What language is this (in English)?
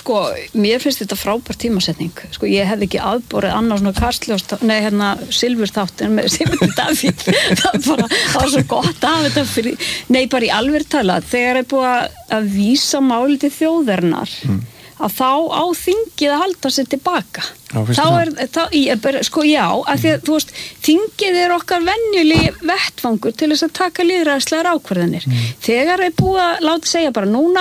Icelandic